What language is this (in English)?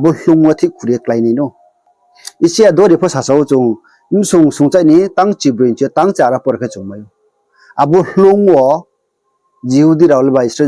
Riang (India)